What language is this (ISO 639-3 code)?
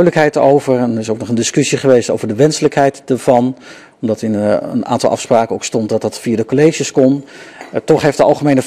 nld